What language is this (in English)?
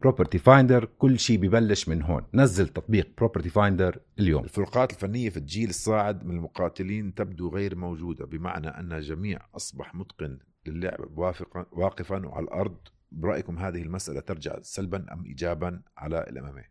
North Levantine Arabic